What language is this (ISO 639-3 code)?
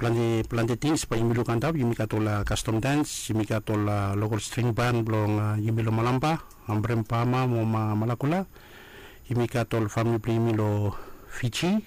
bis